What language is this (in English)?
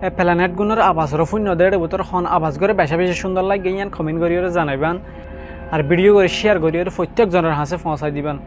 Rohingya